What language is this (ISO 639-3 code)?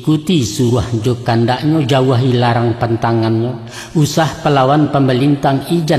min